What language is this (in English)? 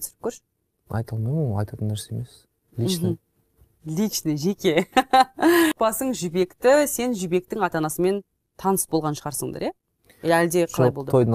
Kazakh